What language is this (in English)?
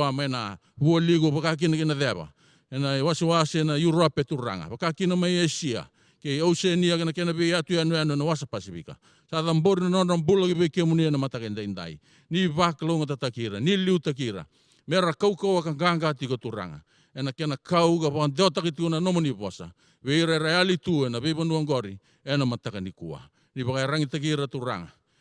Fijian